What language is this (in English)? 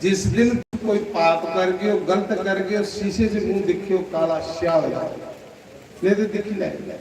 Dogri